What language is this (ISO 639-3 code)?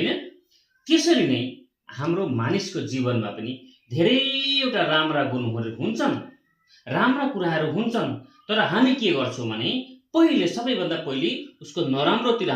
nep